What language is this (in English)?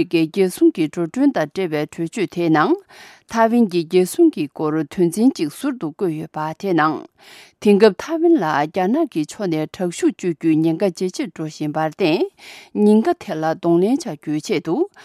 Tibetan